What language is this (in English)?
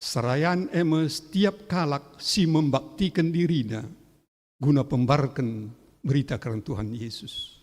Batak Karo